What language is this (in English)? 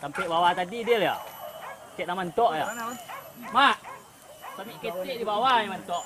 Minangkabau